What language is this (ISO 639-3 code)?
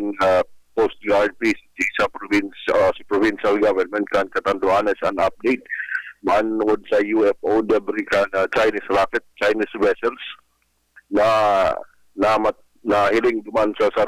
bik